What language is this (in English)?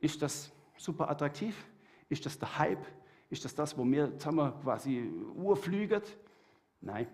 Swiss German